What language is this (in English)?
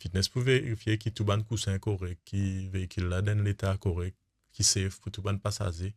Morisyen